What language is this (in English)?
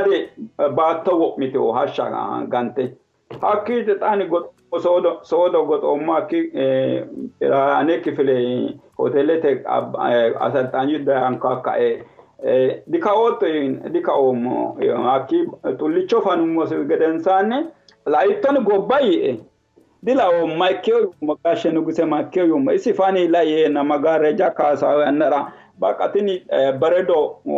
Sidamo